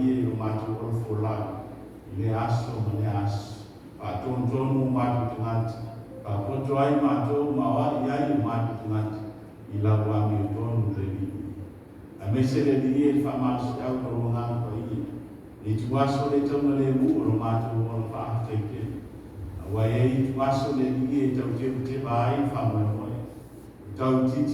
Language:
Samoan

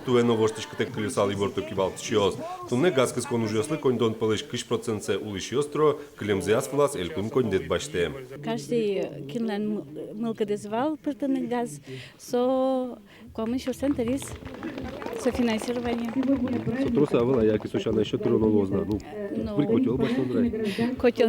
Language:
Udmurt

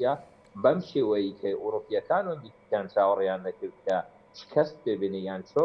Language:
Central Kurdish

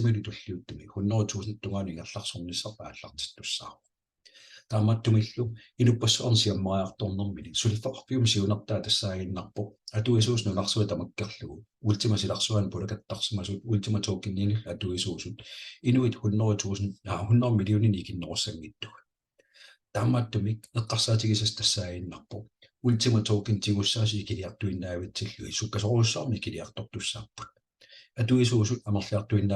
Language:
Kalaallisut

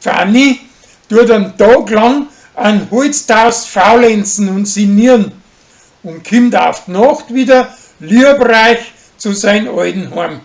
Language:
Bavarian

